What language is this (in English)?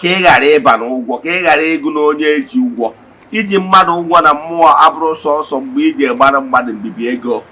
Igbo